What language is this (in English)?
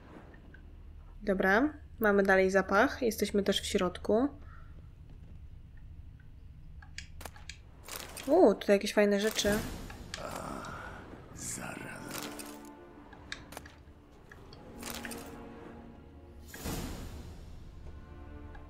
Polish